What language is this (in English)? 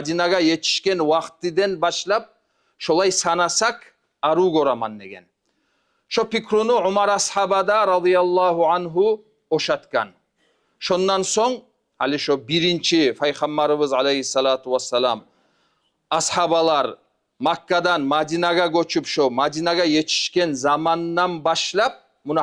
Kumyk